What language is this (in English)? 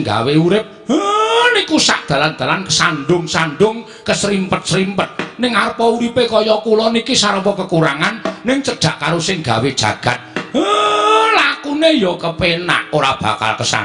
Javanese